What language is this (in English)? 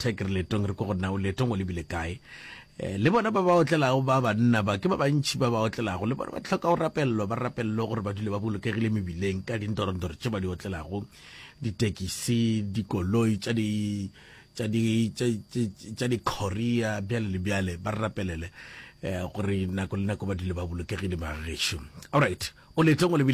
Northern Sotho